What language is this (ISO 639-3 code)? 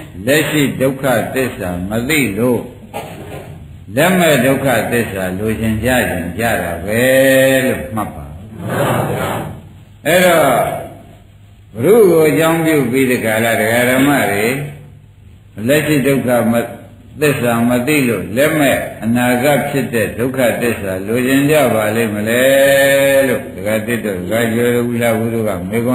mya